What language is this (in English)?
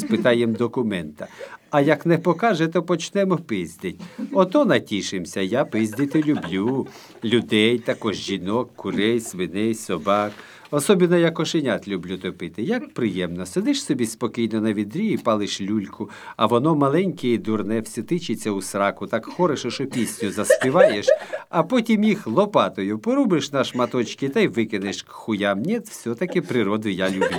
Ukrainian